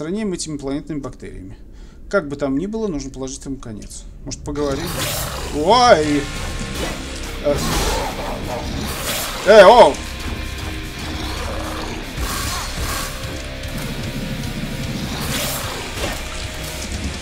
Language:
Russian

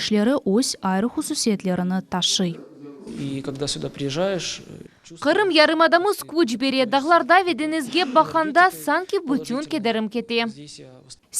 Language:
Crimean Tatar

